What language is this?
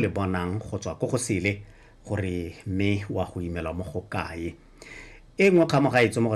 Tswana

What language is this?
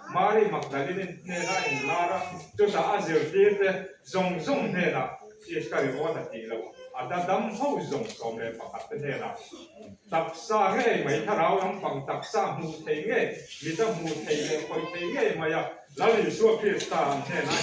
Mizo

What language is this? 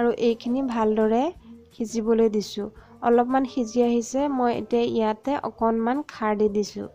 Assamese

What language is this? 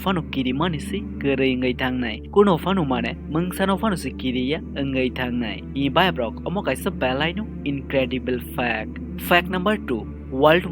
Kok Borok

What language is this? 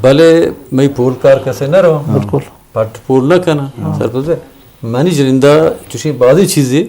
Eastern Balochi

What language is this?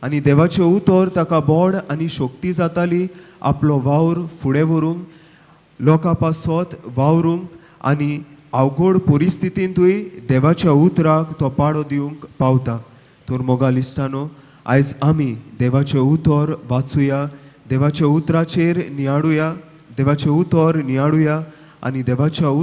Konkani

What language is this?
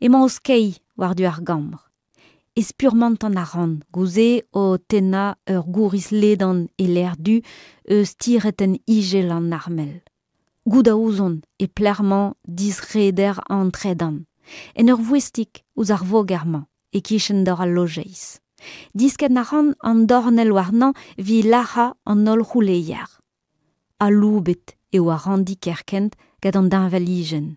Breton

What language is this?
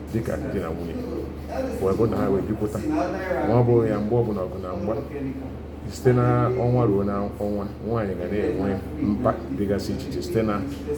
Igbo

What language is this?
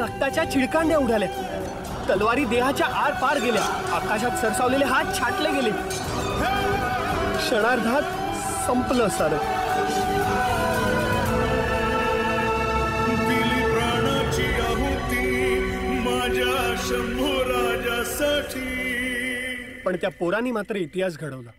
Marathi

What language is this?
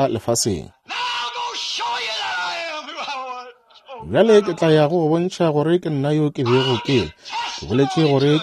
Northern Sotho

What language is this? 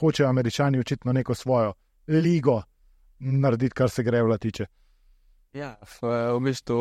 Slovenian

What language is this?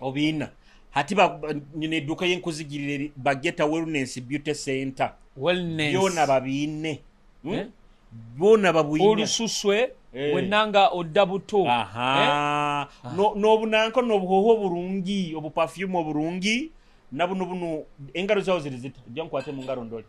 Nyoro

